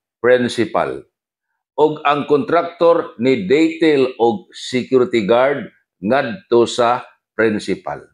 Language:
Cebuano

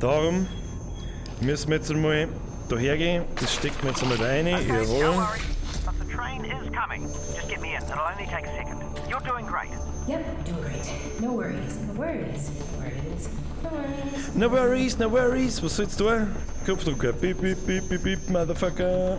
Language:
Bavarian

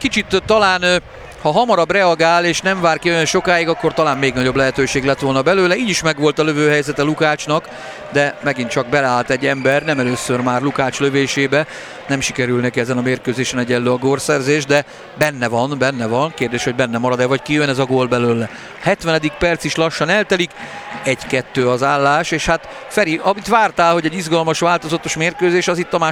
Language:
Hungarian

